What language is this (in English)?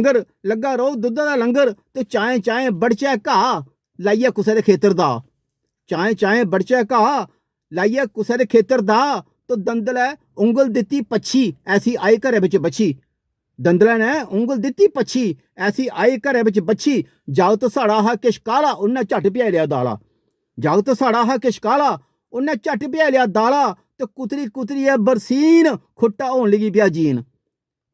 Dogri